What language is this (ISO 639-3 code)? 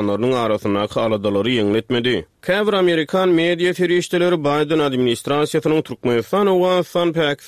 tuk